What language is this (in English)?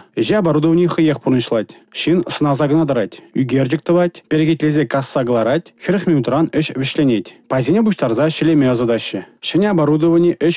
Chuvash